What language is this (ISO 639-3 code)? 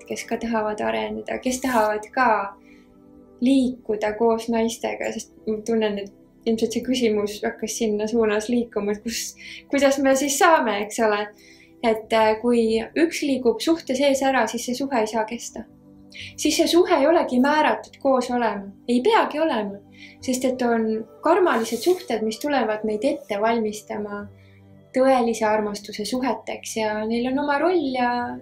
est